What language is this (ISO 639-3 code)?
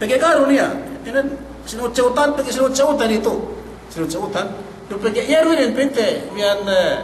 yka